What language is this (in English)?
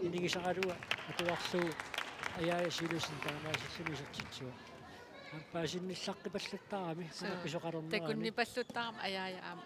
Kalaallisut